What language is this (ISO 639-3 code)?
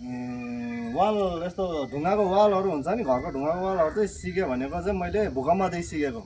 nep